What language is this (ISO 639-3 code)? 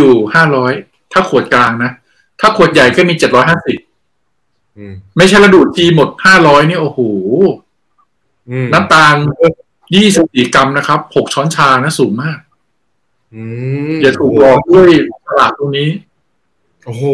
tha